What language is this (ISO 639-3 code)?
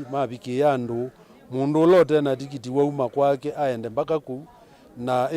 kam